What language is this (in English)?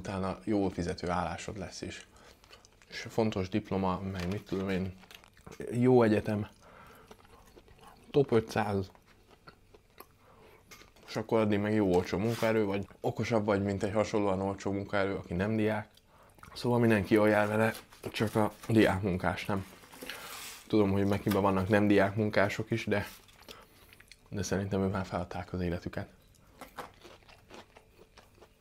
Hungarian